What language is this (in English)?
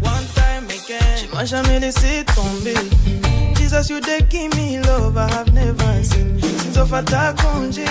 Meru